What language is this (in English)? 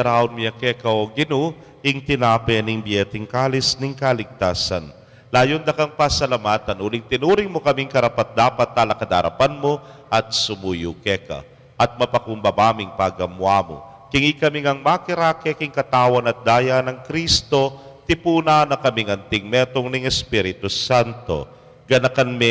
Pampanga